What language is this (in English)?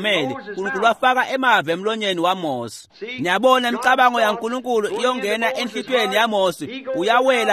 Swati